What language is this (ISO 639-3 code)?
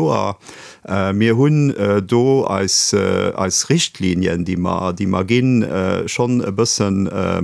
ltz